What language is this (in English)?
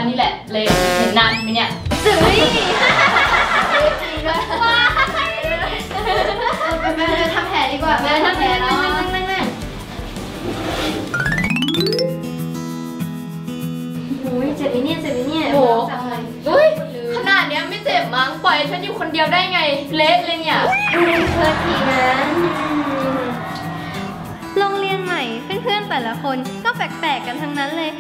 Thai